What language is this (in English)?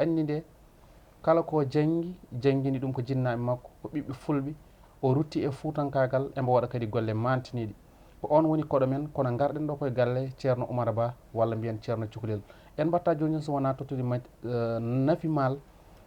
Fula